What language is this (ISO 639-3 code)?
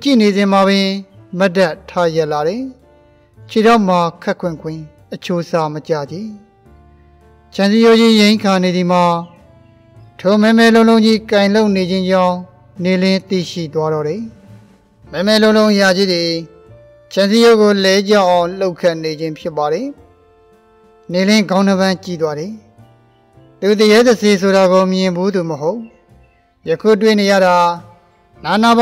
mya